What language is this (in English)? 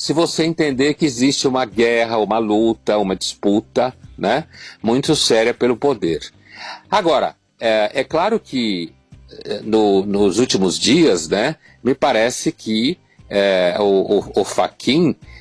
Portuguese